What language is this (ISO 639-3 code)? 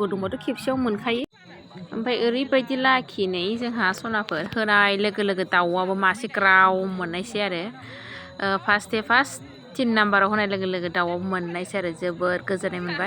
brx